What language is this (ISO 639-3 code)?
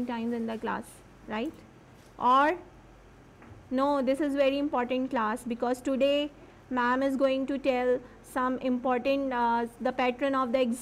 eng